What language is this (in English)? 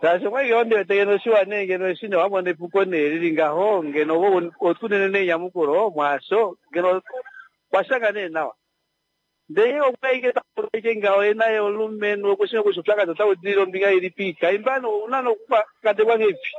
Kuanyama